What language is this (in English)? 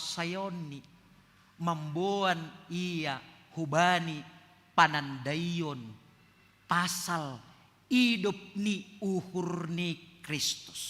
Batak Simalungun